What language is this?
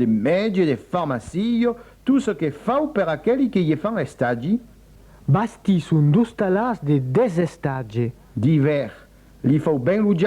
Occitan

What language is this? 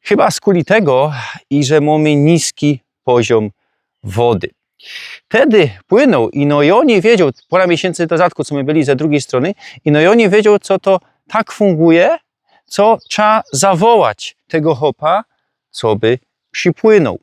Silesian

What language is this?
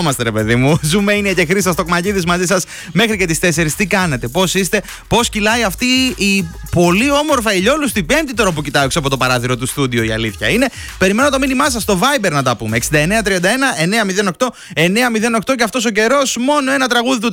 Greek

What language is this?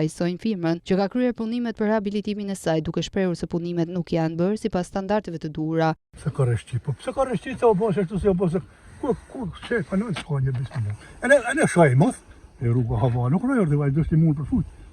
Albanian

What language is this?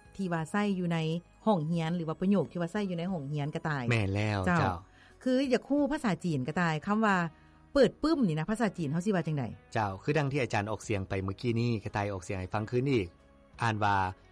Lao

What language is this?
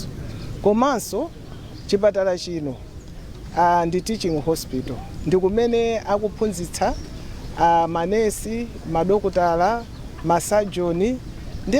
Nyanja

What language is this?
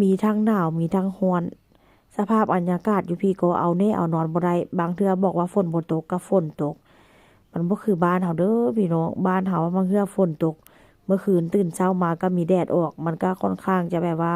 Northeastern Thai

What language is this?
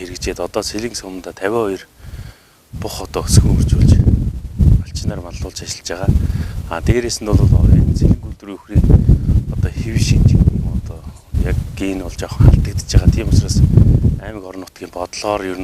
Mongolian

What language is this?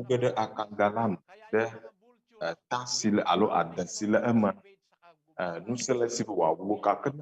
Ewe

